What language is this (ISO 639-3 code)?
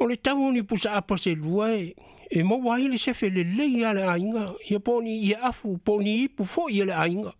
smo